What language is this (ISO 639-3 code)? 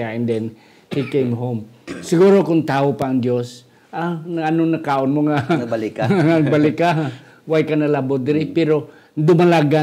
hil